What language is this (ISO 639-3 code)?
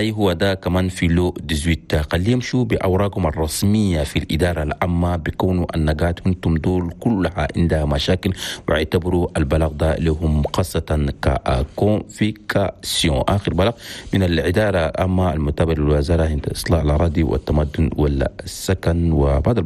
shu